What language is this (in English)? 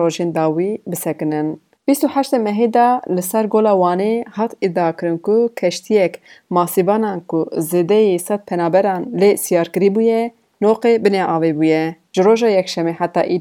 Kurdish